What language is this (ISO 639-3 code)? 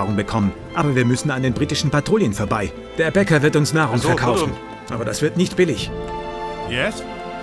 bar